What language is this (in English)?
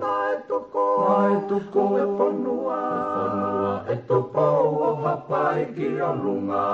Tongan